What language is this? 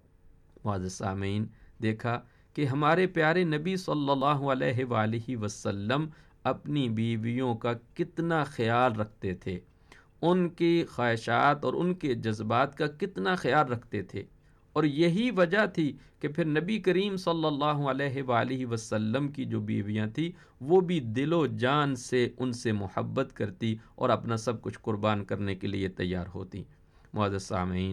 Urdu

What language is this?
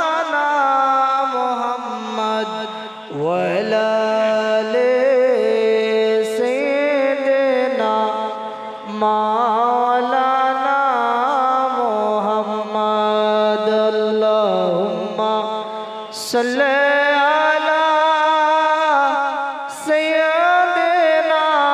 Bangla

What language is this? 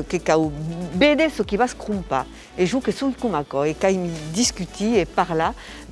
Occitan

